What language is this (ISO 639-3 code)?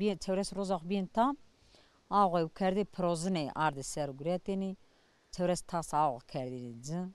zza